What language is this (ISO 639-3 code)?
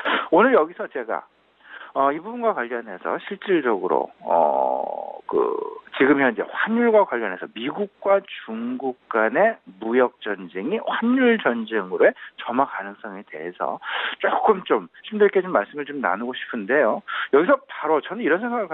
kor